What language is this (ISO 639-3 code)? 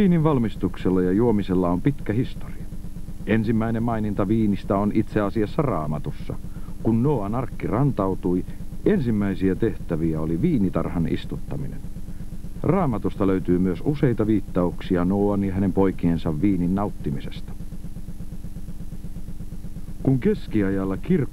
fin